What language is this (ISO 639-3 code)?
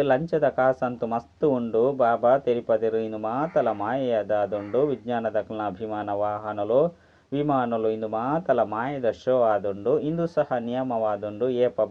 tcy